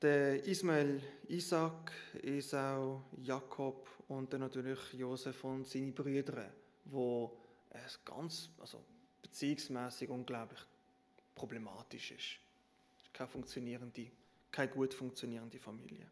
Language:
Swiss German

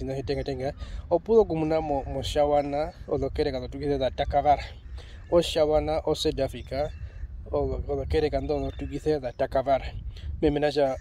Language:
Herero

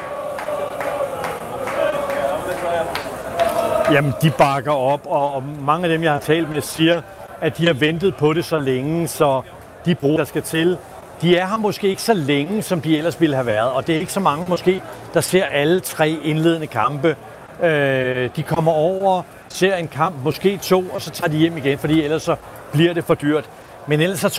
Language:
Danish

